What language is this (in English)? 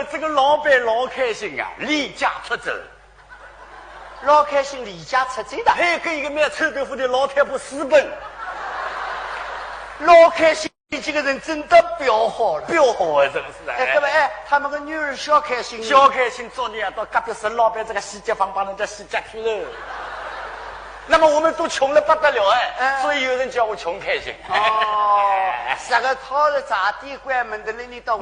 Wu Chinese